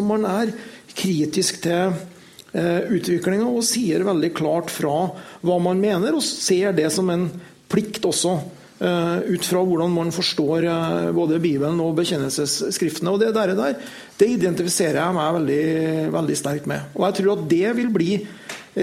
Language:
Norwegian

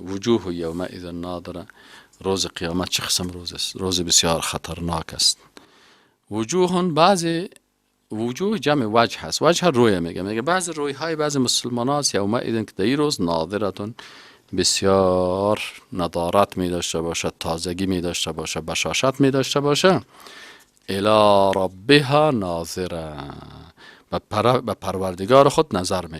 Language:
Persian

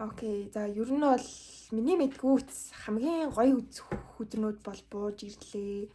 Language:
Mongolian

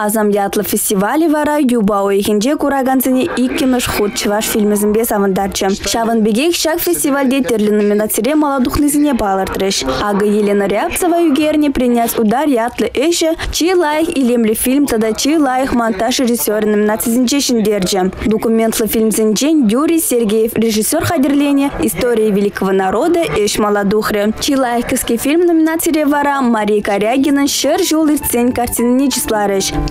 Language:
Chuvash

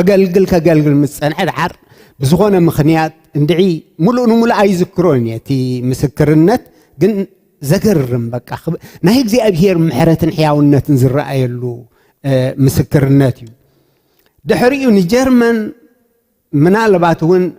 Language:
Tigrinya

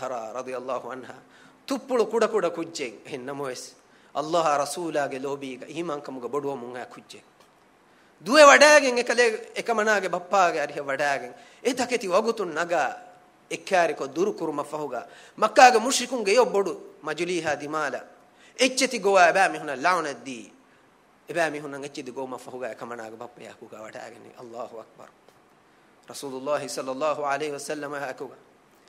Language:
Divehi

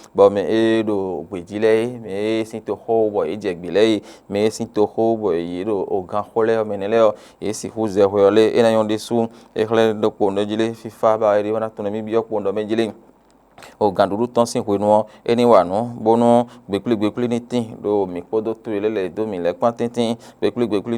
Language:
Fon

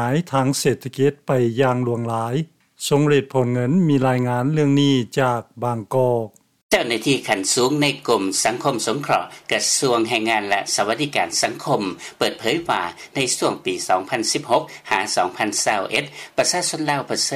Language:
Lao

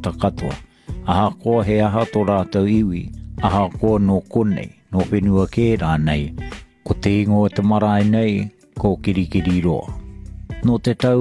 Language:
Māori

